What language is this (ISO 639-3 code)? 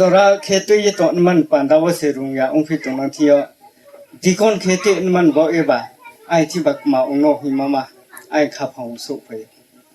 ria